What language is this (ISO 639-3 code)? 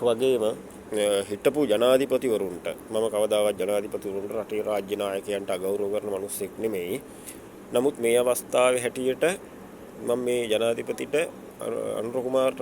sin